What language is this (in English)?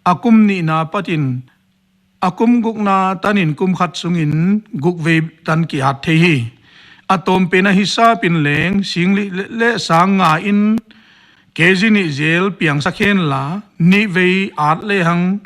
Paite Chin